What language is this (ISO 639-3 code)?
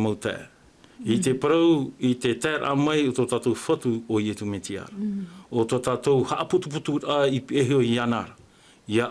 tah